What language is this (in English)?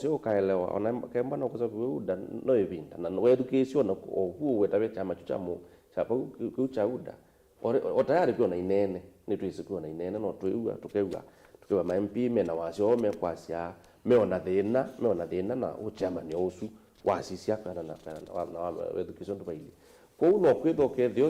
Kamba